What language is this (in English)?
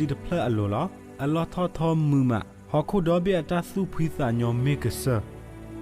S'gaw Karen